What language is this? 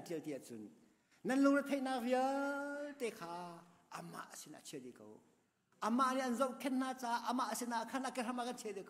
Hakha Chin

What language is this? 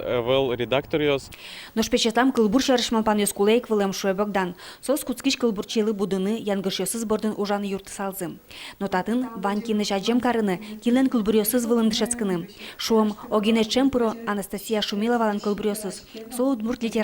Udmurt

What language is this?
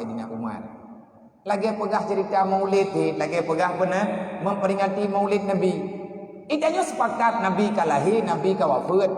Achinese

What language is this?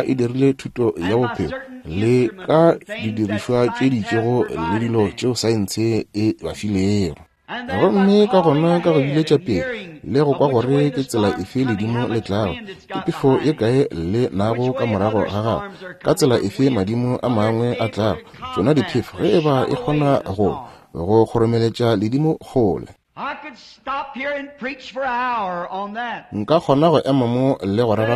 Northern Sotho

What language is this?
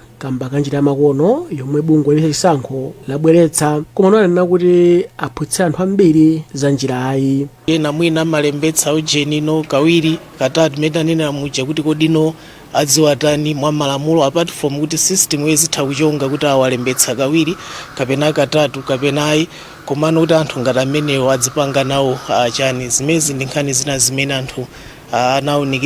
Nyanja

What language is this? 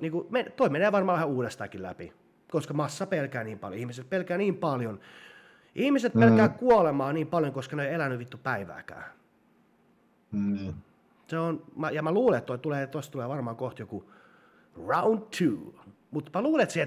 Finnish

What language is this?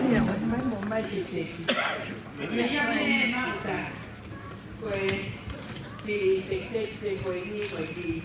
Tongan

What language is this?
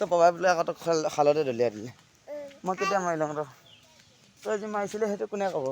Assamese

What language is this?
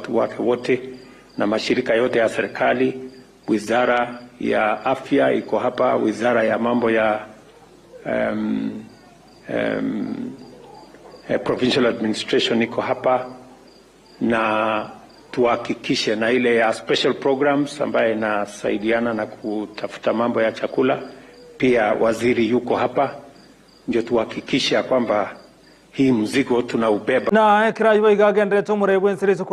Gusii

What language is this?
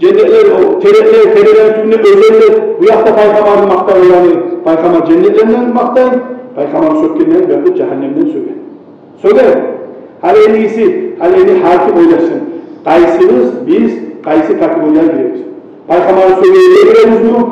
Kumyk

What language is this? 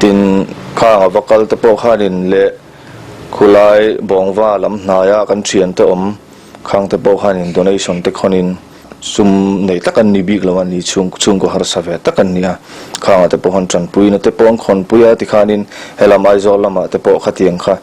Mizo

